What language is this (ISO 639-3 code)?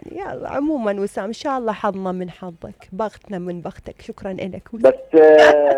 acm